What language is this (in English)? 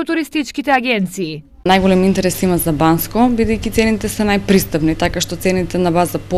Macedonian